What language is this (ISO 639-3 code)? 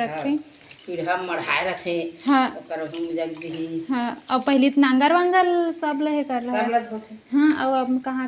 hne